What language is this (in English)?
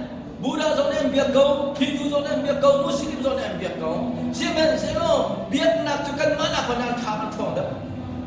Hakha Chin